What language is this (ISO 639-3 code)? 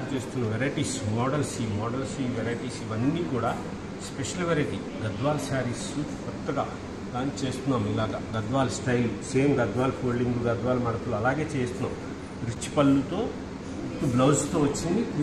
tel